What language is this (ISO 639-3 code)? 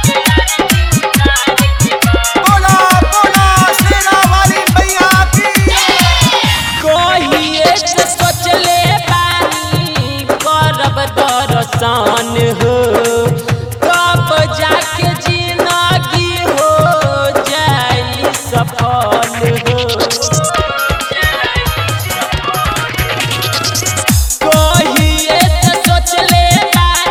bho